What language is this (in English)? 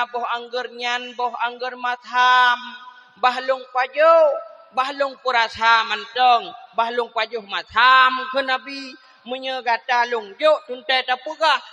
Achinese